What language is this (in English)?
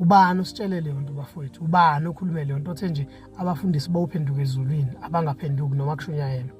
Zulu